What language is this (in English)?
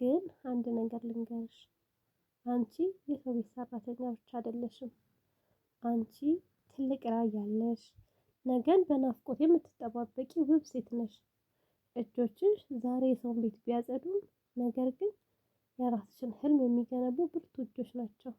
Amharic